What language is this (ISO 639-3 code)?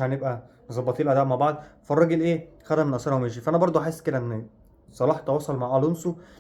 arz